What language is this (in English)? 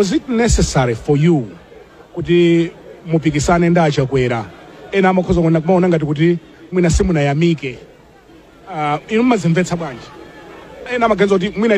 Nyanja